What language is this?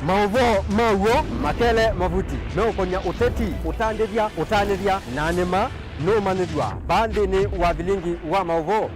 Kamba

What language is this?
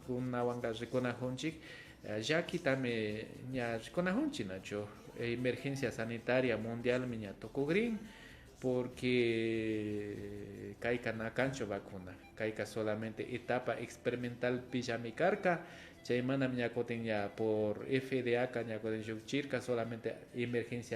Imbabura Highland Quichua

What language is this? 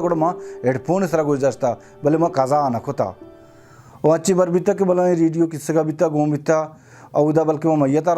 Baluchi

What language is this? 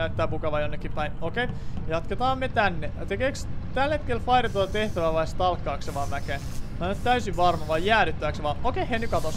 Finnish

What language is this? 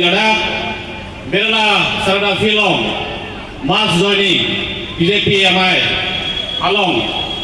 Karbi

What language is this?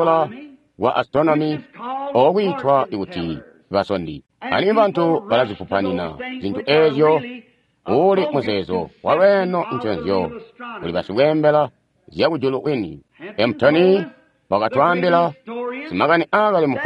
Tonga (Zambia)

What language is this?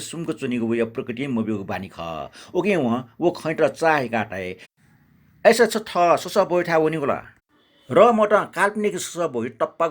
Newari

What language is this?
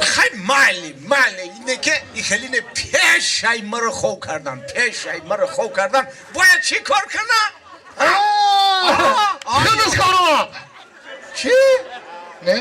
Tajik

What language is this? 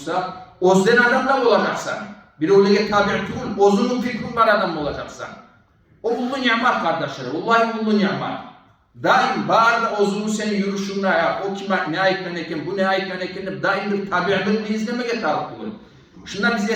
Kumyk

